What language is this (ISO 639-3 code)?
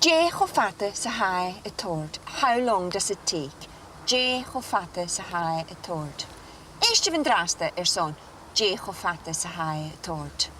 gla